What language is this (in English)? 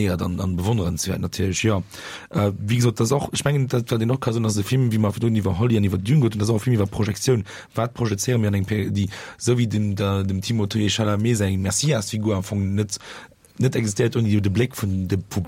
Luxembourgish